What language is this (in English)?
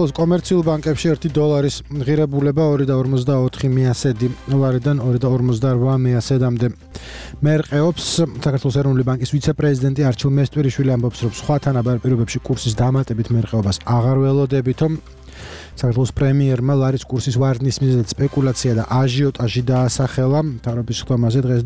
Georgian